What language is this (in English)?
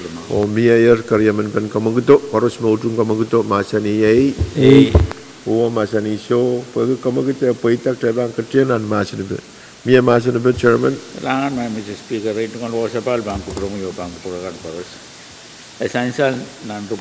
Pohnpeian